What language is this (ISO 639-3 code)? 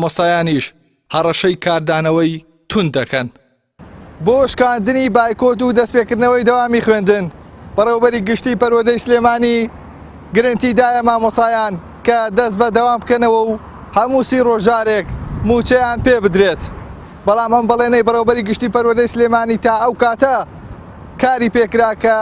ckb